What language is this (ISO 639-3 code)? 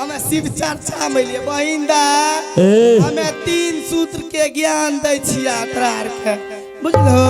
mai